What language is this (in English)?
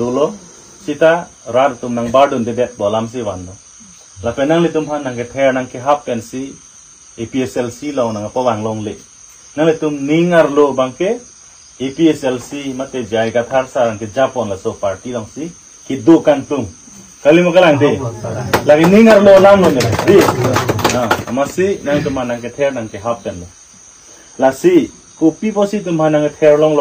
Karbi